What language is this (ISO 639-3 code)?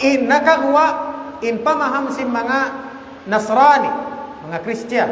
tsg